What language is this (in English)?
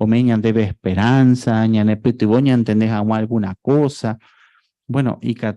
Guarani